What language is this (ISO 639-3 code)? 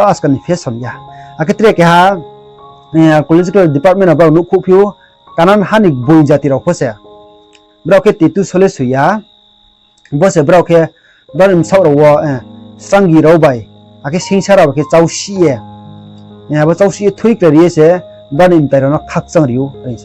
ria